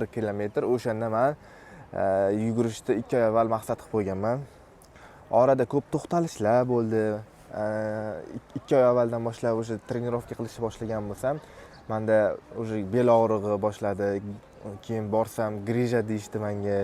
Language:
Uzbek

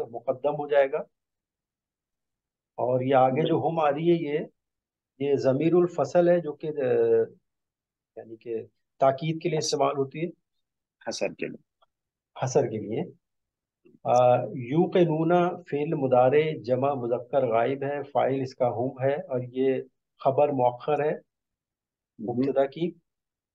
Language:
Urdu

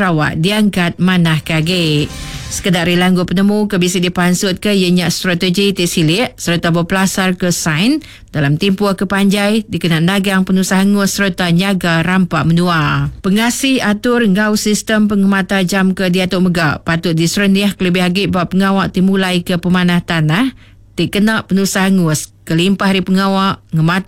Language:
Iban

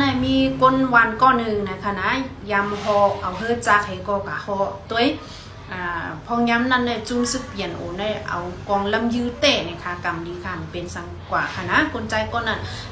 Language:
Shan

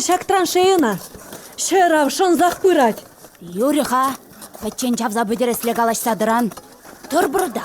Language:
Chuvash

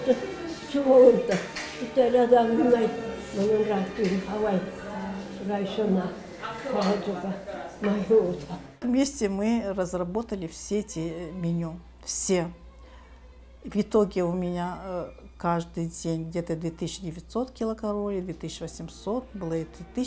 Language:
Russian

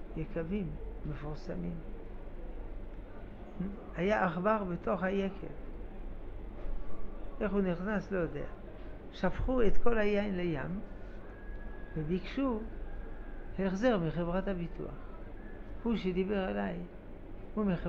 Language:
Hebrew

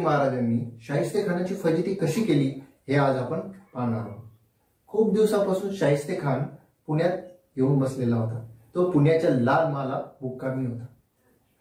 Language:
Marathi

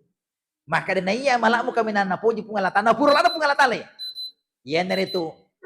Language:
Buginese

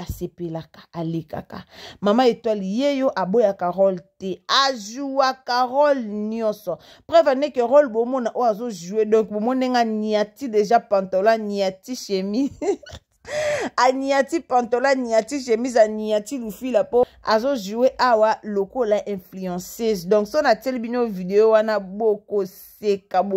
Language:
Lingala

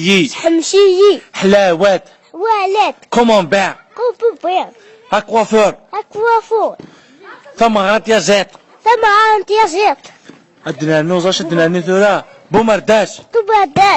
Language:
Kabyle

